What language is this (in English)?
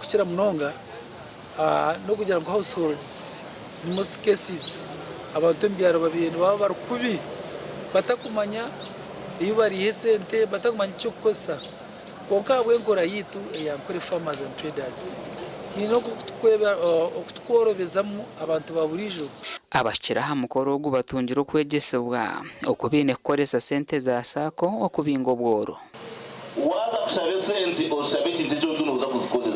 Nyankole